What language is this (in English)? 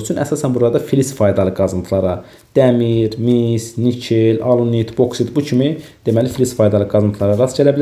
Azerbaijani